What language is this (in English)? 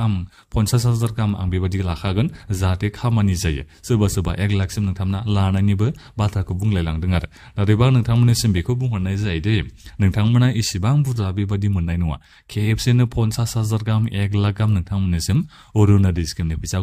Bodo